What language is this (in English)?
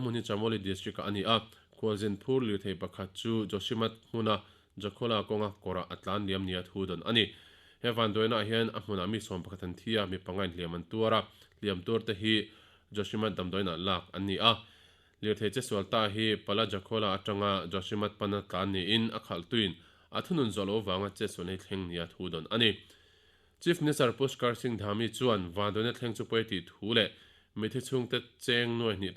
Mizo